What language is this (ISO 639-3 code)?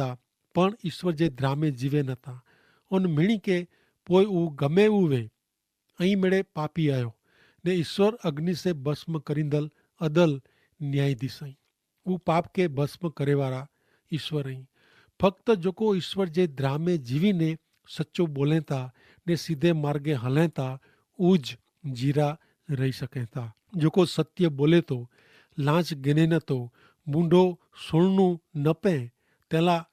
kfr